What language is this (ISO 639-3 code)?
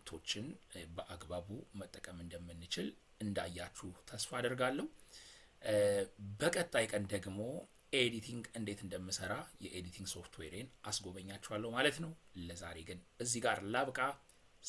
amh